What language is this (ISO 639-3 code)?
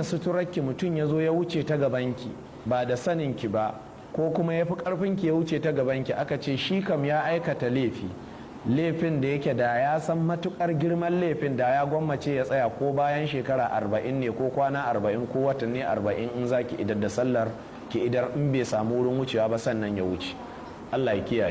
hau